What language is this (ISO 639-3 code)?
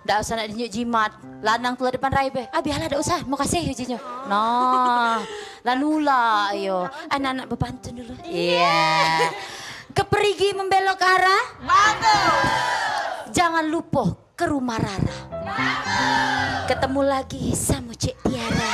mui